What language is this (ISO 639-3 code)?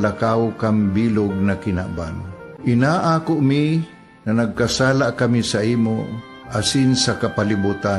bik